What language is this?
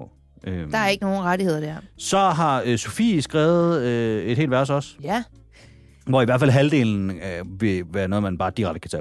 Danish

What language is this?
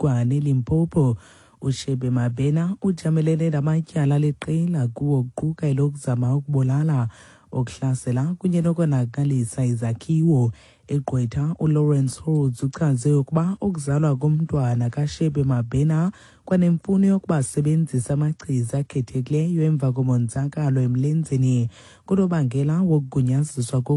Xhosa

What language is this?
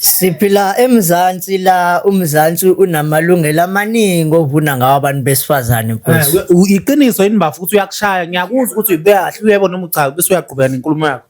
Zulu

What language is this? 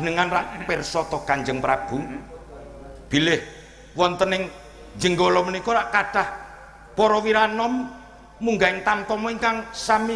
Javanese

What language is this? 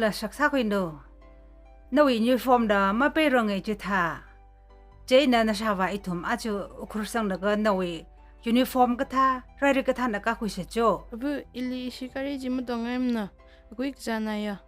Tangkhul Naga (India)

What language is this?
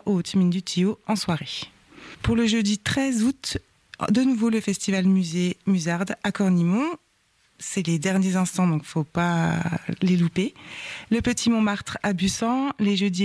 French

